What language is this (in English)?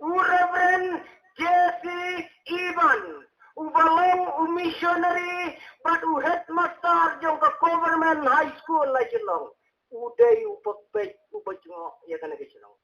Khasi